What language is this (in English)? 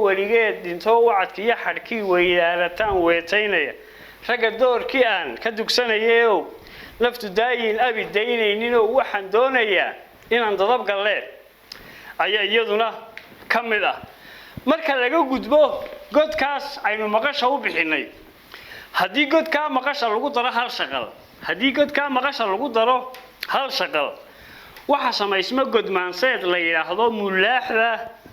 Somali